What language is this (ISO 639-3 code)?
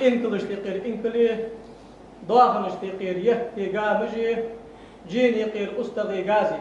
inh